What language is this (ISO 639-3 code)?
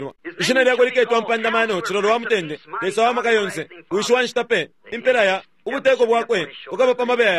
bem